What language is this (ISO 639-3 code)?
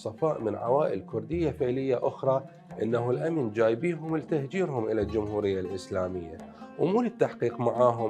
acm